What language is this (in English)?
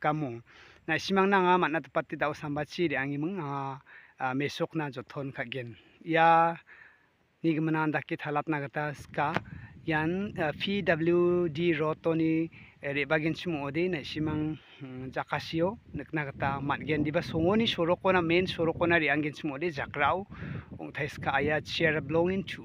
Garo